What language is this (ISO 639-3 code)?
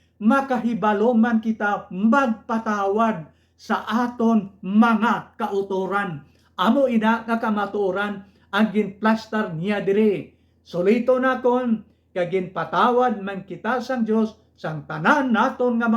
hil